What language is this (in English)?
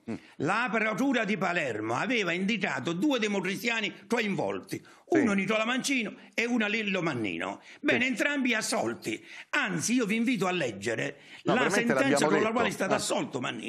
Italian